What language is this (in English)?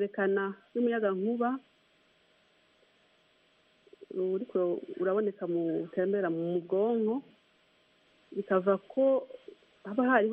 Kinyarwanda